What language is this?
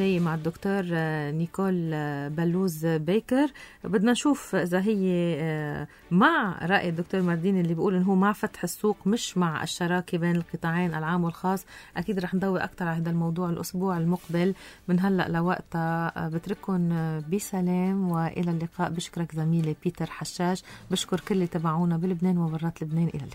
North Levantine Arabic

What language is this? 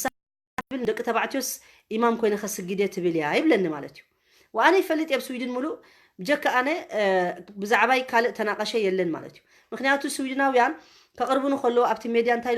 Tigrinya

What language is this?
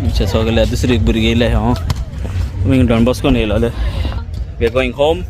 Konkani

